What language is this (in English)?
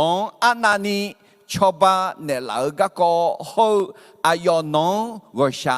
Akha